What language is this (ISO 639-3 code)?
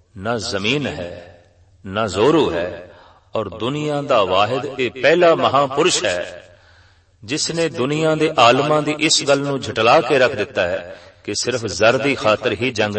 pan